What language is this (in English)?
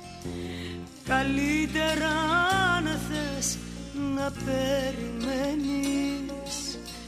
Greek